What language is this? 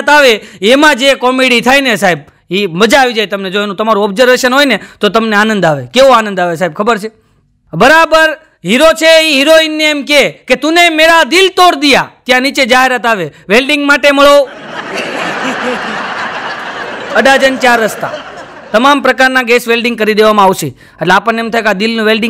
Gujarati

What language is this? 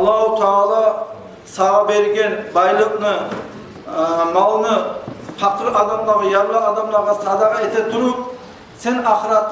Kumyk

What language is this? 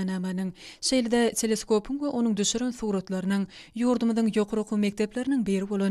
Turkmen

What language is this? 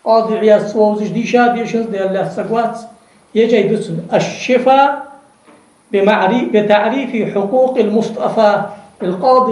Ingush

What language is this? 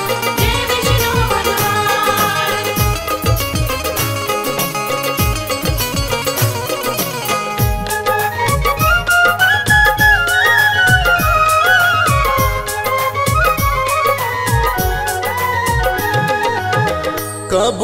Bhojpuri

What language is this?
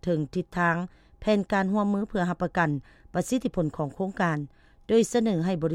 Lao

